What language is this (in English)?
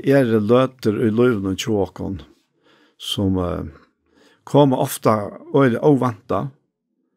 Faroese